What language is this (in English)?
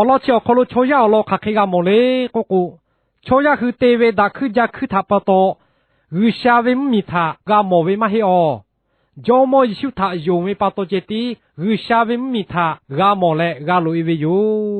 Lahu